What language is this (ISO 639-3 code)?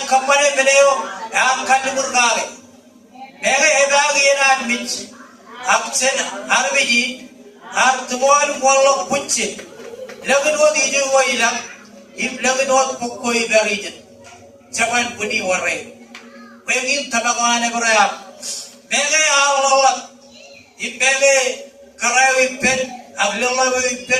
mah